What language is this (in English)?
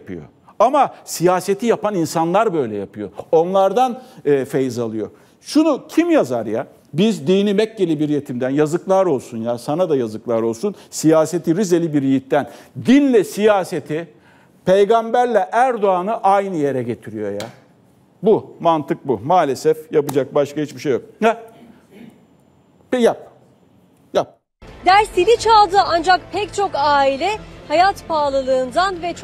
Turkish